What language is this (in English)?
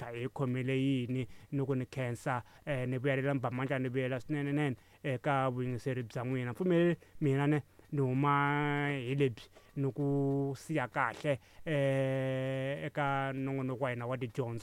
Tsonga